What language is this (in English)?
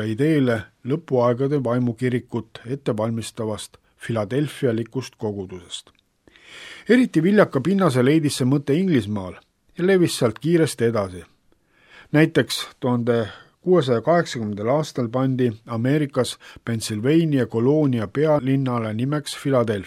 Estonian